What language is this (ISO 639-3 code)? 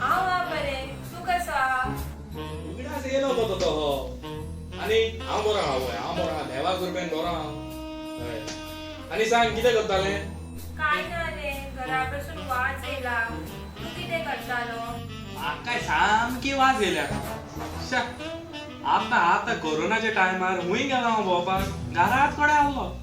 kok